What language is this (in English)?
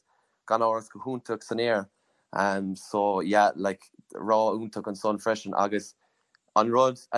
Irish